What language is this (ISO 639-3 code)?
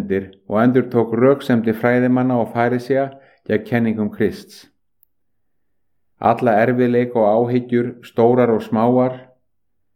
isl